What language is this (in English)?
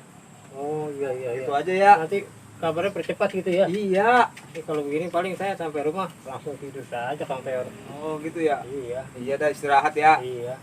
Betawi